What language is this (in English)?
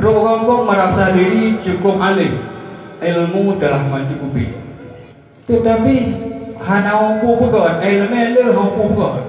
Achinese